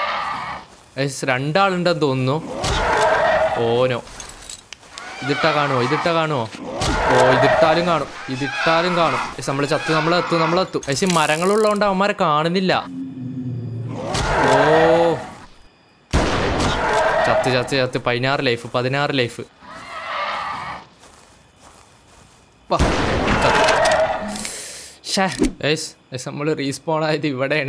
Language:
Malayalam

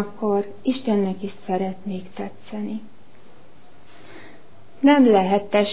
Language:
Hungarian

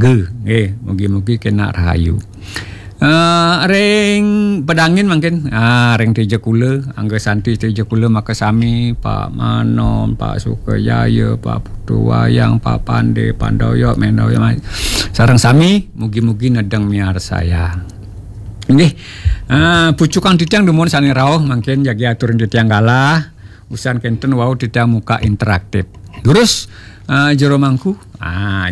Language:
Balinese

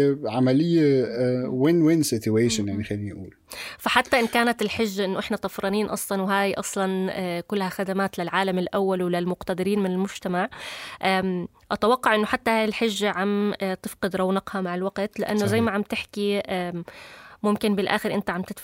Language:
North Levantine Arabic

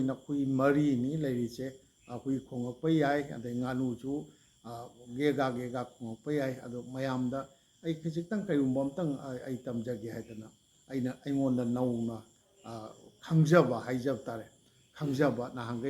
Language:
Manipuri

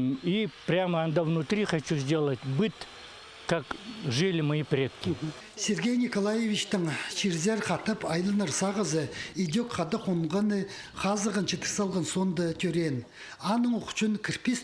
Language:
Khakas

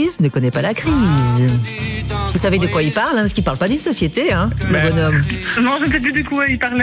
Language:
French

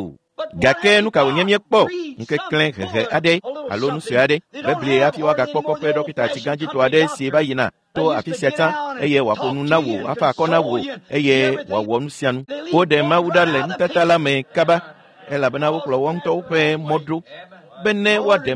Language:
Ewe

